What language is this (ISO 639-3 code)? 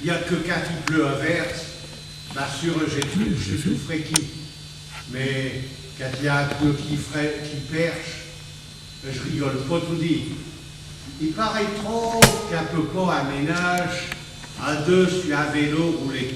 pcd